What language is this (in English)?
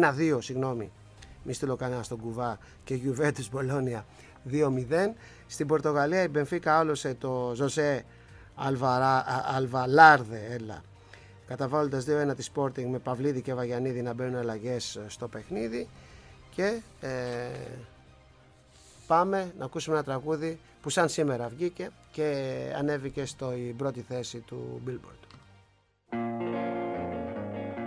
Greek